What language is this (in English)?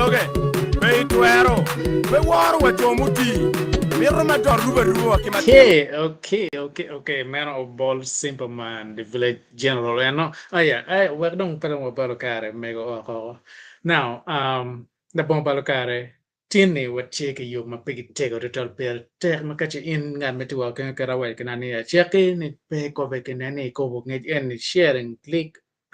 Acoli